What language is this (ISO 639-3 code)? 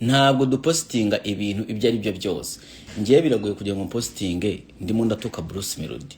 kin